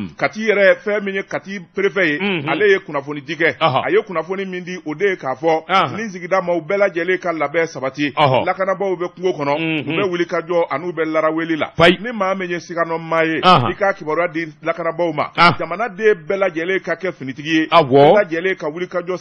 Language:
Bambara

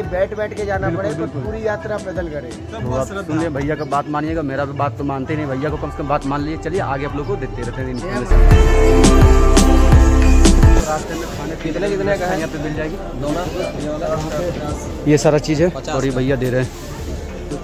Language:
Hindi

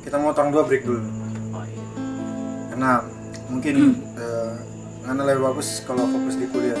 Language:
Manado Malay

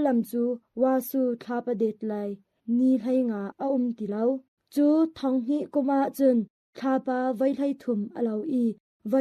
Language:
Hakha Chin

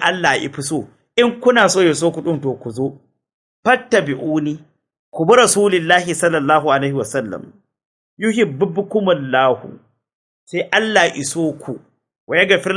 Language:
Hausa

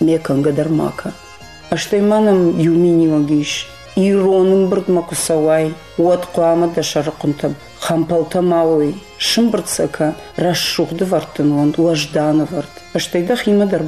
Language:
Ossetic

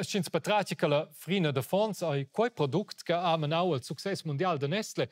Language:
Romansh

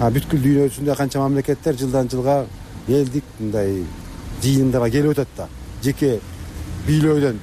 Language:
Kyrgyz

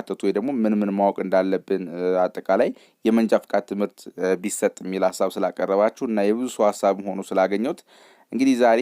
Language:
Amharic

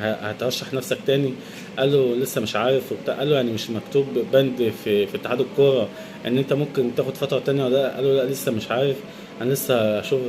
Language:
Egyptian Arabic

